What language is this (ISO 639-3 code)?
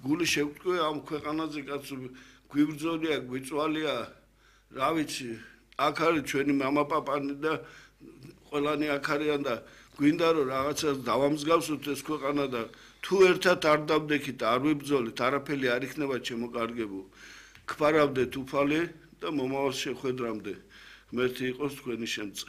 kat